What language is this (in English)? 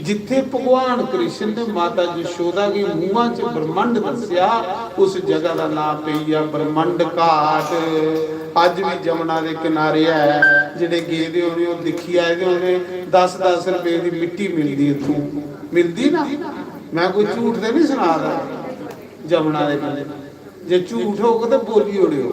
Dogri